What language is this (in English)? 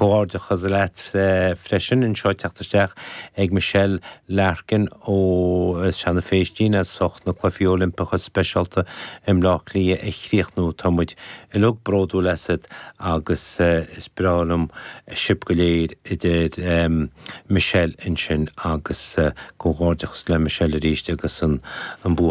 Irish